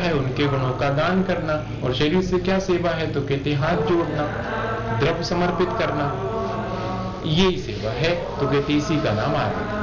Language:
Hindi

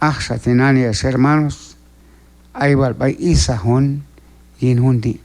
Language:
Q'anjob'al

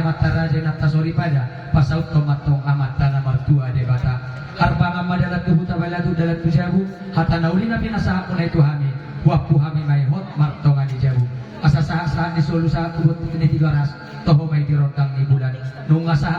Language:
Batak Toba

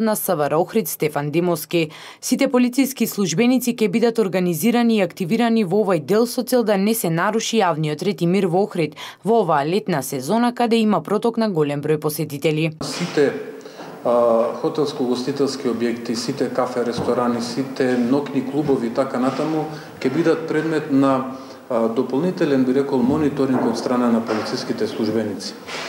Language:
Macedonian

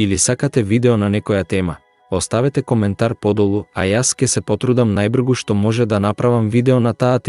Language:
Macedonian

